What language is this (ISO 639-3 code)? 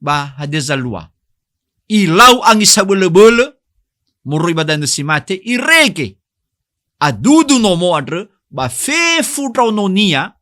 nia